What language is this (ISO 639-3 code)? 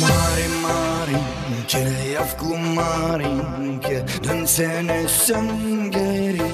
gag